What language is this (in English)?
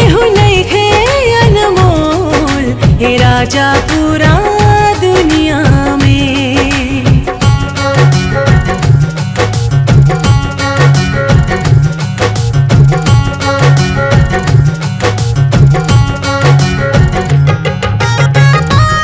Bhojpuri